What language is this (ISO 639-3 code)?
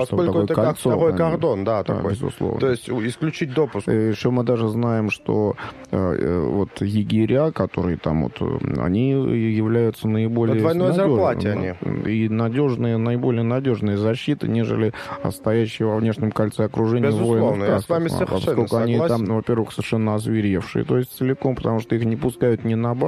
rus